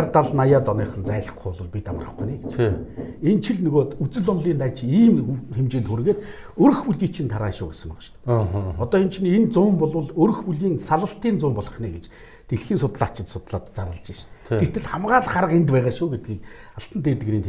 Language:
Mongolian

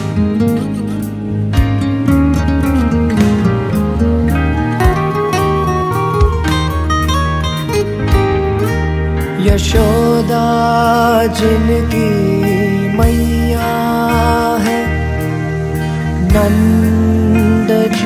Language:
Hindi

